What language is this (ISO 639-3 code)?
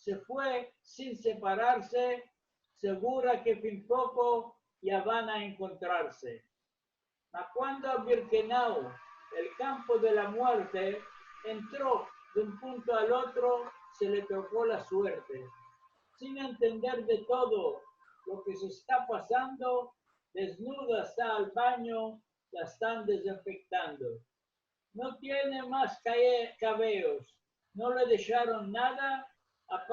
lad